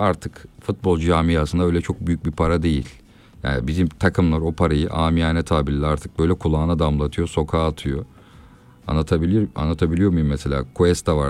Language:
Turkish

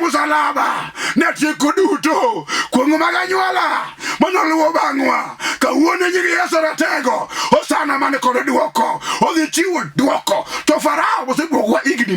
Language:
Luo (Kenya and Tanzania)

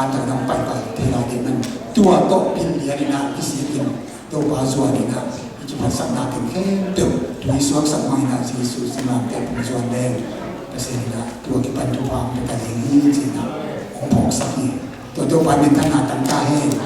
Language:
Tedim Chin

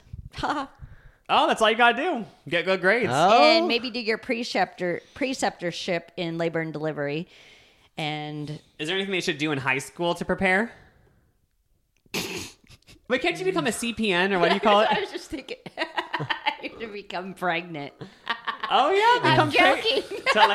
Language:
English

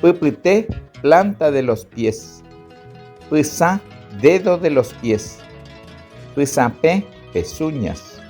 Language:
Guarani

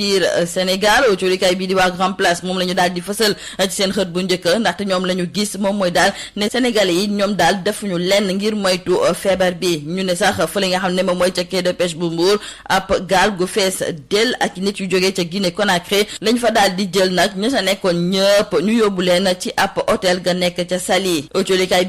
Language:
Wolof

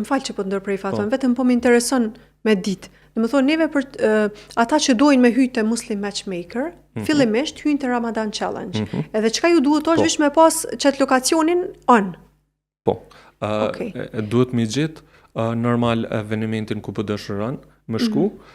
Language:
Albanian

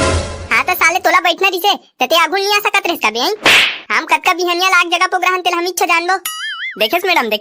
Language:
Chhattisgarhi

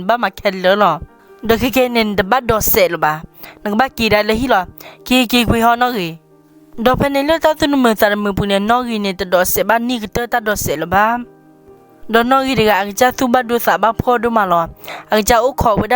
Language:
S'gaw Karen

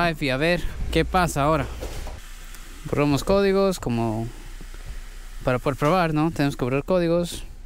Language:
Spanish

